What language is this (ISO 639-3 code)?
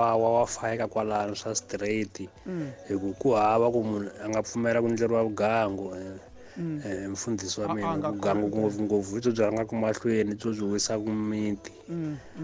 tso